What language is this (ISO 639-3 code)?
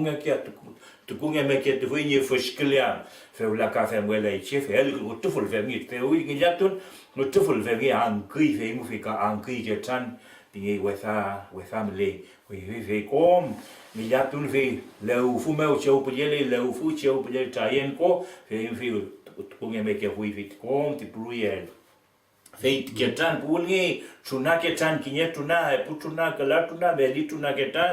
arn